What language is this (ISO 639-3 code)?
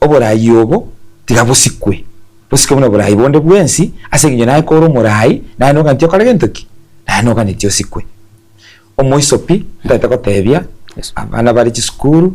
guz